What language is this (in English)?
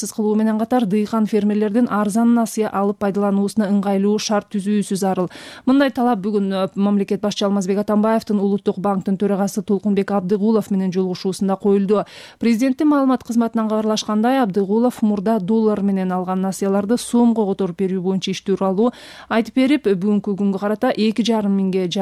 Kyrgyz